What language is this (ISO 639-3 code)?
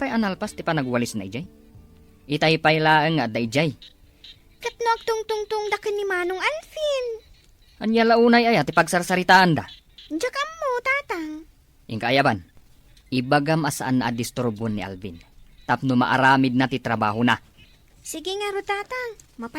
ilo